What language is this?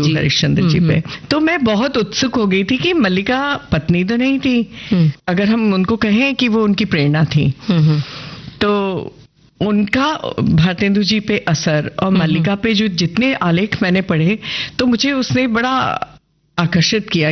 Hindi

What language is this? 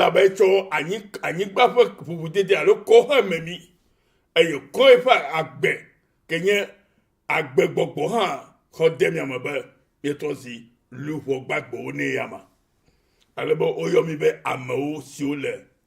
Ewe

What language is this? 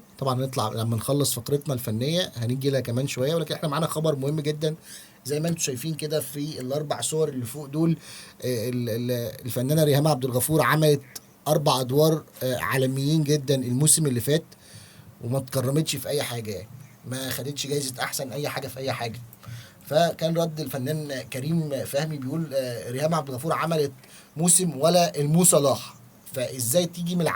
Egyptian Arabic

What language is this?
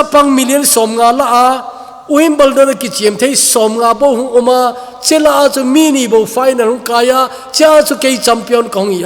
Thado Chin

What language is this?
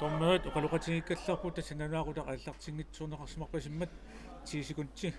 Kalaallisut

